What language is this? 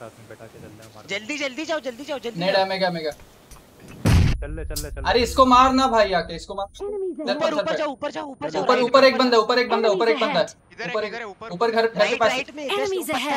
Hindi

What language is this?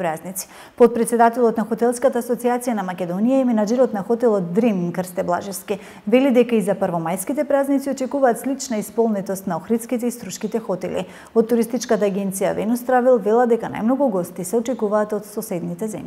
Macedonian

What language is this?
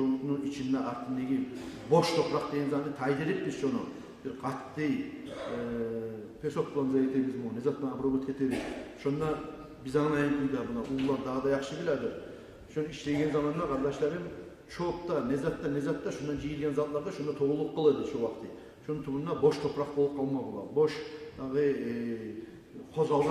Kumyk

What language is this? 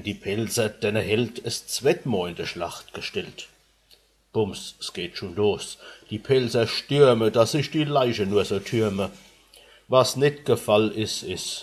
Palatine German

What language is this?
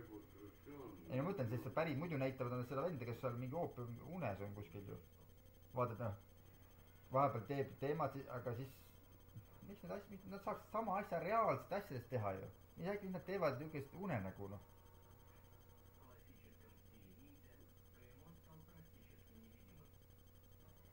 Estonian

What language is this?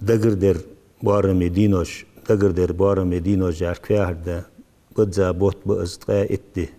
Ingush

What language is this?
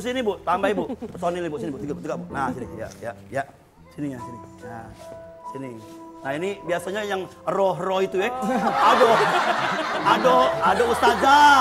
Musi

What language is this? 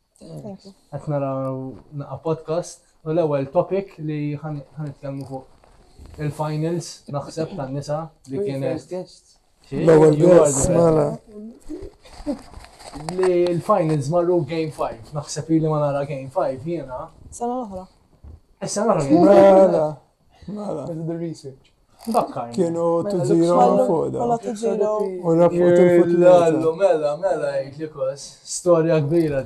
Maltese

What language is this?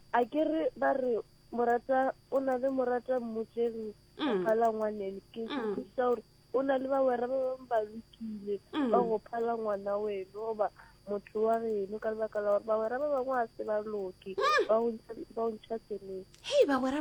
Northern Sotho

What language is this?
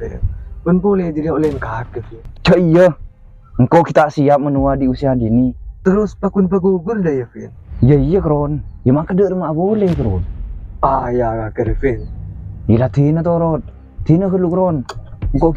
Madurese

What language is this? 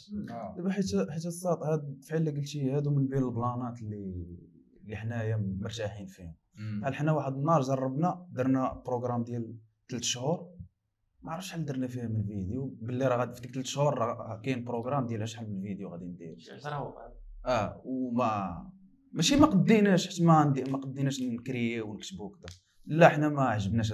Moroccan Arabic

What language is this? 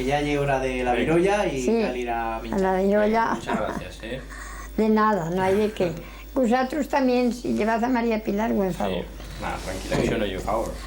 Aragonese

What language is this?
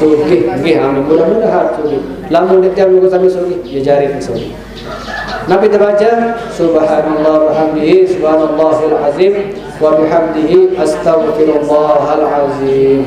Sasak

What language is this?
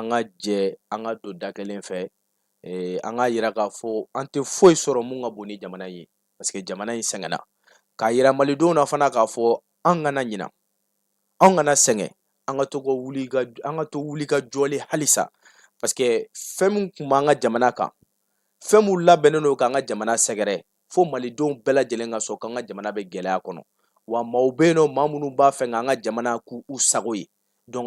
Bambara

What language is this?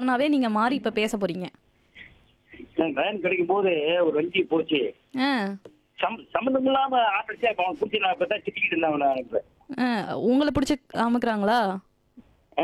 Tamil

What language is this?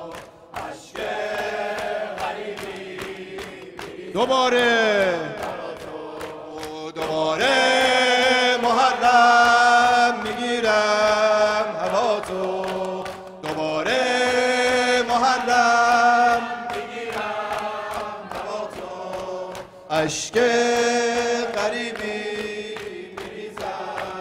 Persian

